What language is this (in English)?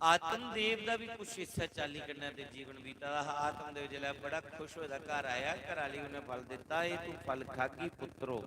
Dogri